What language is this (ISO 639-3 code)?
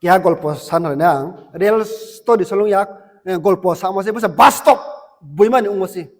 ria